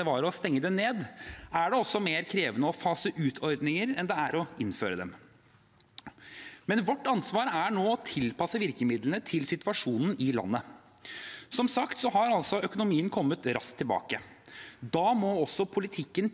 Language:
Norwegian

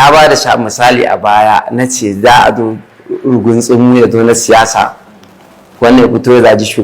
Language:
Hausa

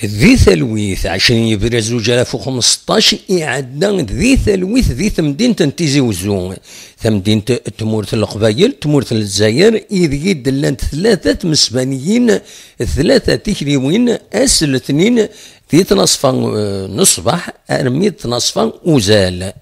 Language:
Kabyle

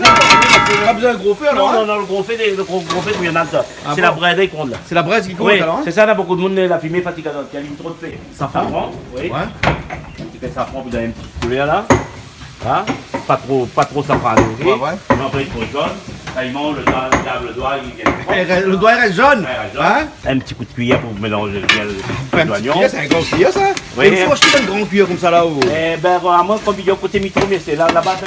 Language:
Réunion Creole French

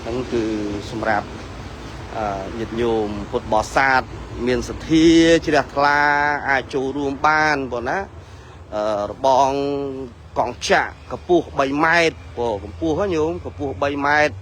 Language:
Khmer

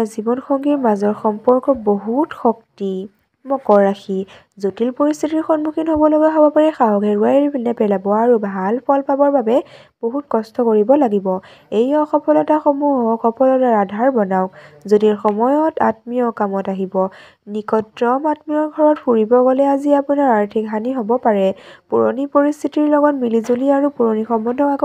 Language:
Assamese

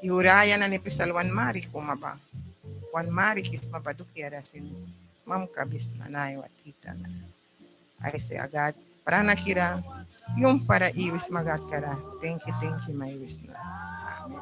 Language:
Mískito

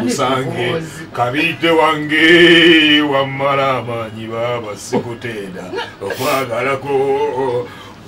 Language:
Ganda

